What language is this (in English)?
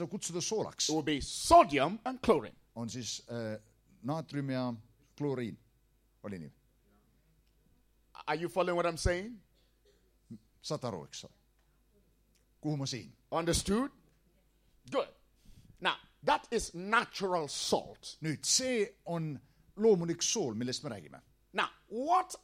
Estonian